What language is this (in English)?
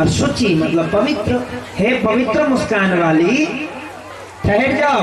Maithili